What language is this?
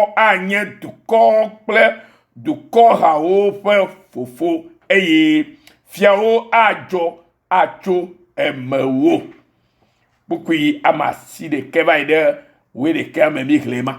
Ewe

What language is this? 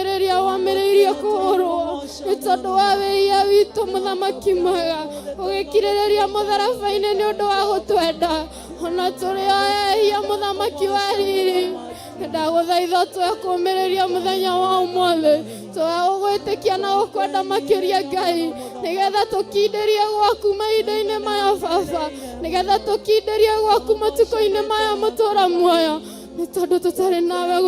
Kikuyu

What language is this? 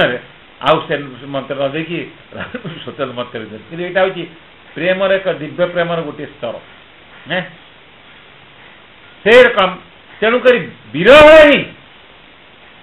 Odia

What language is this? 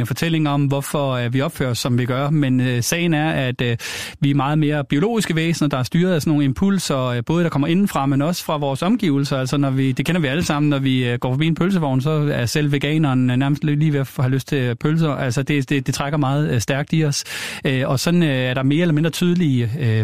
Danish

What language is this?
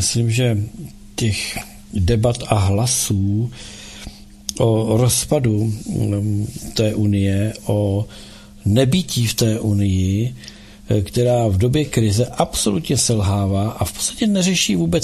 Czech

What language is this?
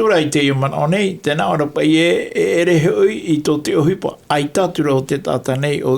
Tahitian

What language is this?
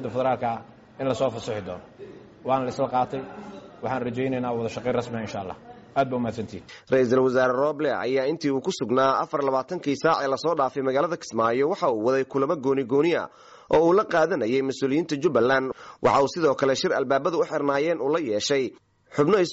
Somali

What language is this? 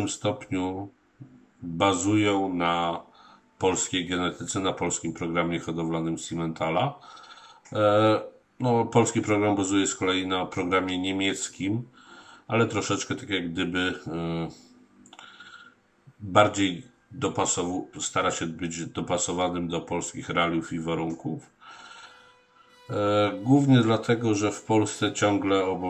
Polish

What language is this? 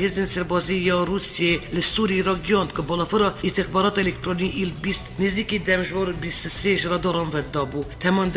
Kurdish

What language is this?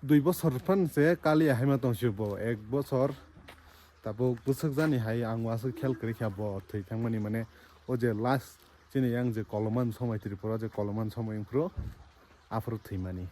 Kok Borok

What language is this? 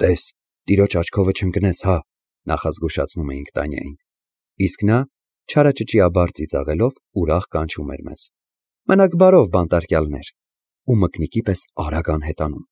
Armenian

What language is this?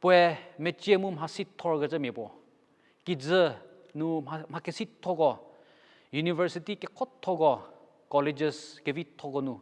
Angami Naga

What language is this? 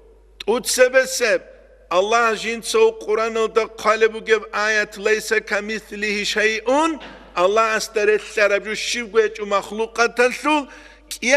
Avaric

